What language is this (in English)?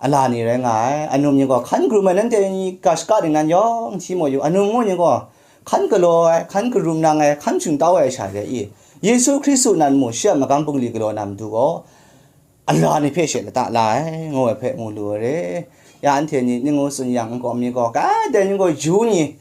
Kachin